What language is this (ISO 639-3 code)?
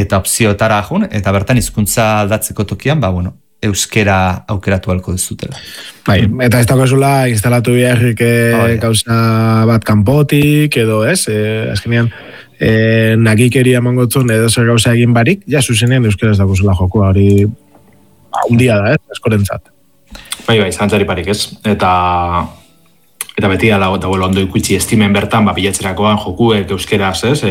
eus